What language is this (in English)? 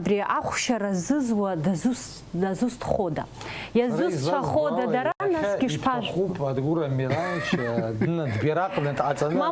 Abkhazian